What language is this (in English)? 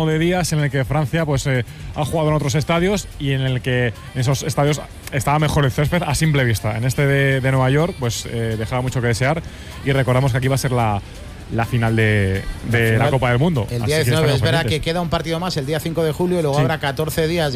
Spanish